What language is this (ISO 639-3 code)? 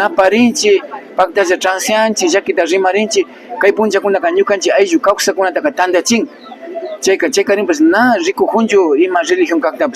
qvi